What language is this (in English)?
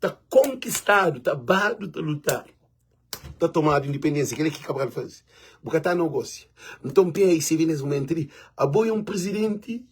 Kabuverdianu